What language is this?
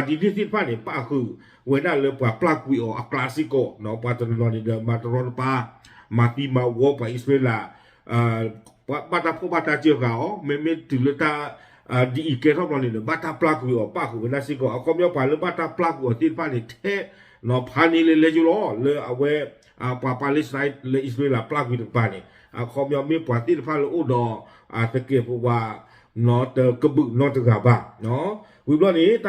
S'gaw Karen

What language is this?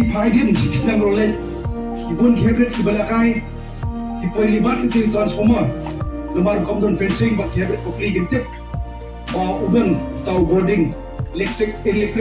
Khasi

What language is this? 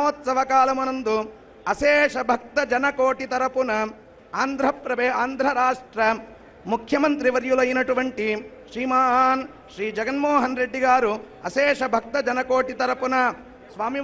Telugu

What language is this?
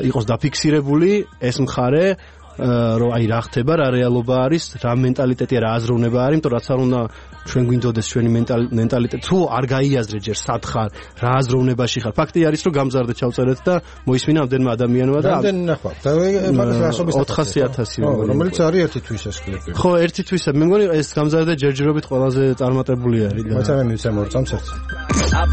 Georgian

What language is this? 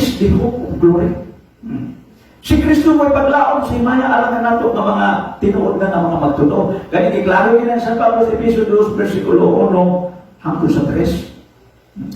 Cebuano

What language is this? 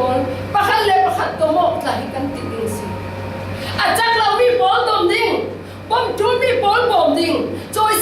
Falam Chin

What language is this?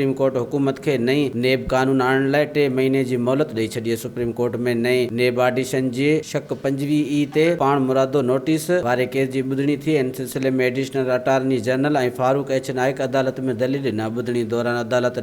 Sindhi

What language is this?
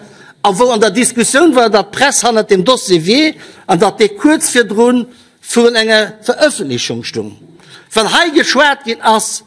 Luxembourgish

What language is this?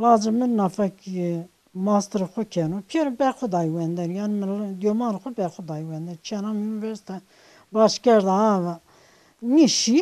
Zaza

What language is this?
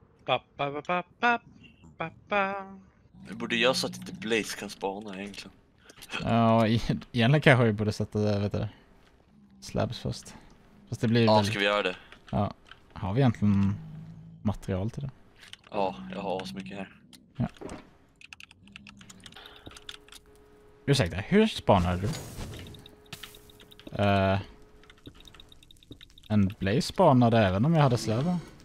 Swedish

